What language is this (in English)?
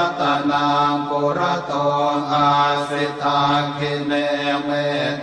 Pali